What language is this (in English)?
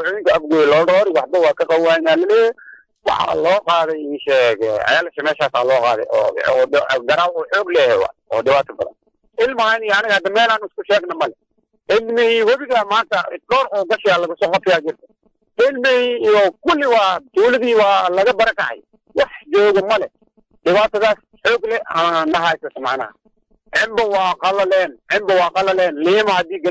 Somali